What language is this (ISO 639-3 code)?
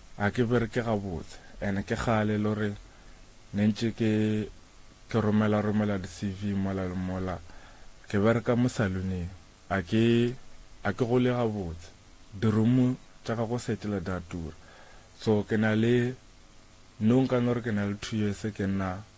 nso